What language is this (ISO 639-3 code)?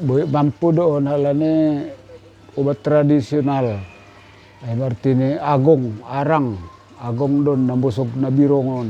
bts